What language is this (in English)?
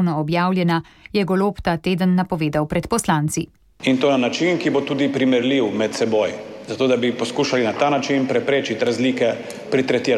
Slovenian